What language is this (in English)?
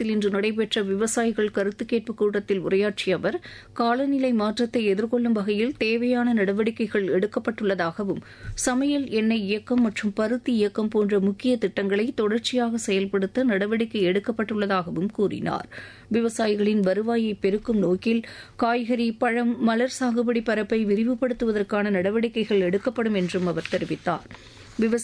Tamil